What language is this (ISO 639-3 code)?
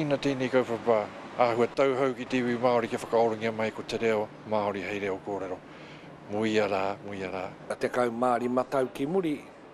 mri